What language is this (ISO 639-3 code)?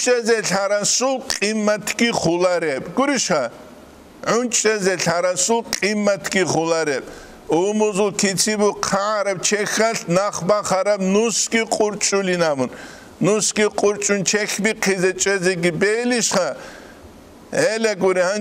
ava